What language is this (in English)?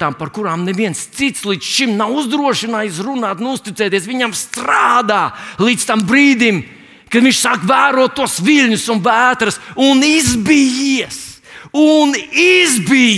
Latvian